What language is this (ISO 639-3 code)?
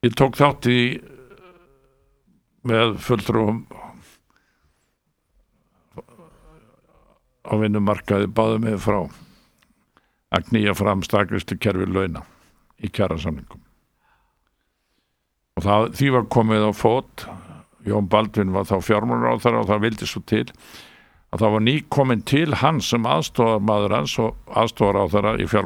isl